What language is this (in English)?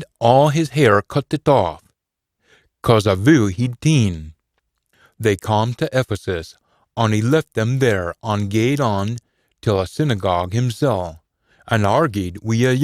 Scots